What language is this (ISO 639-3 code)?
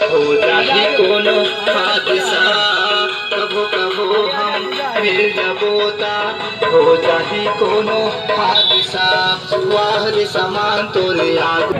hne